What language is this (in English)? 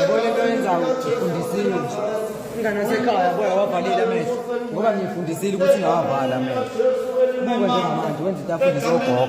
Zulu